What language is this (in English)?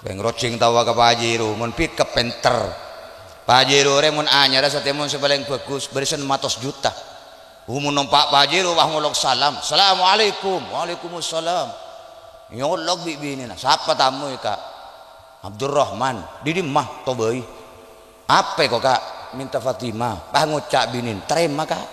Madurese